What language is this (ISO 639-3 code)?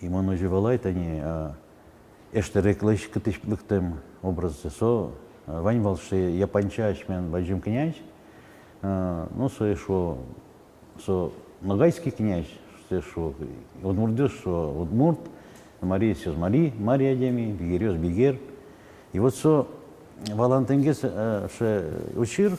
udm